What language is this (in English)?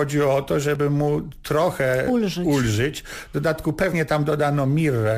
Polish